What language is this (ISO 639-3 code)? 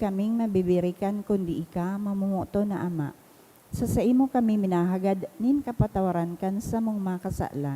bik